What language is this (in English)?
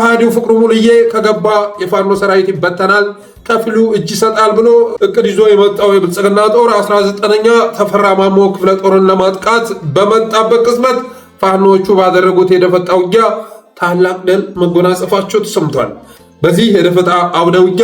Amharic